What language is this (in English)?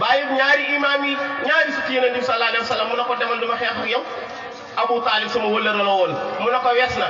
Wolof